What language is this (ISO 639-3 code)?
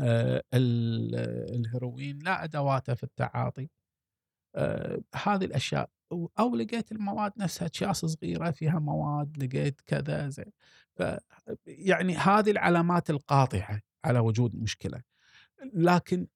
afb